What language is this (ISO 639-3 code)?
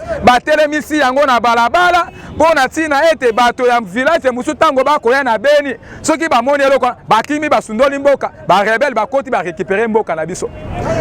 lin